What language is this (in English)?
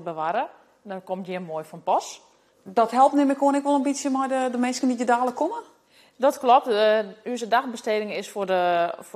Western Frisian